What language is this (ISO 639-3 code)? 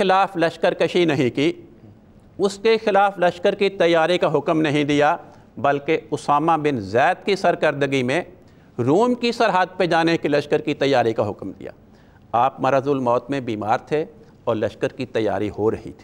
urd